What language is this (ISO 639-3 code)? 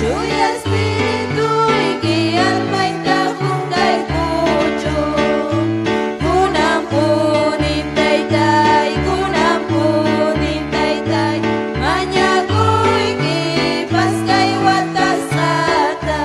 quy